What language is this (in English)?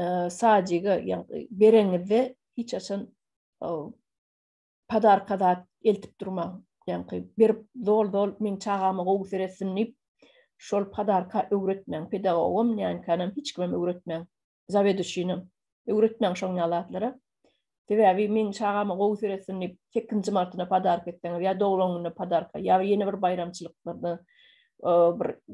Turkmen